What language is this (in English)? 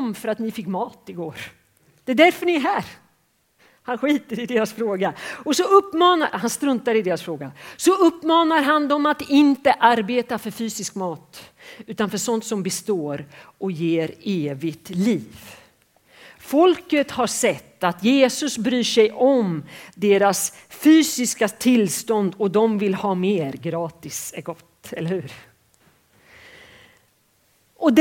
Swedish